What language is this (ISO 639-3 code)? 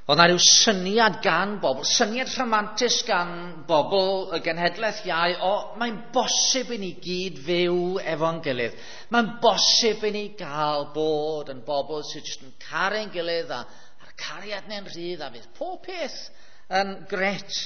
cym